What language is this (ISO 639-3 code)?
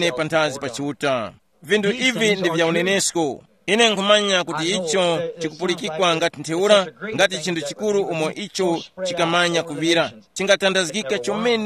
tum